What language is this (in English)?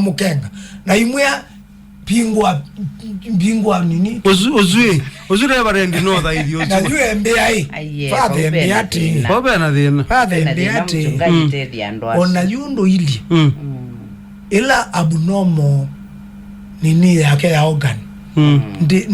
Kamba